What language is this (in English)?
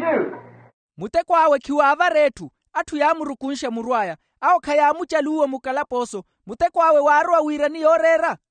Makhuwa